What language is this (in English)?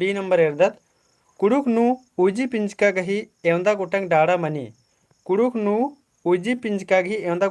Kurukh